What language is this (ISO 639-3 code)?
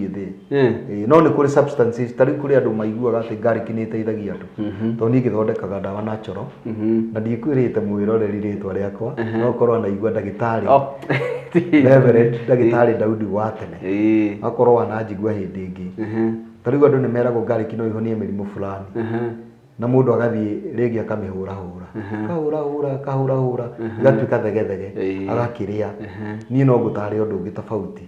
kik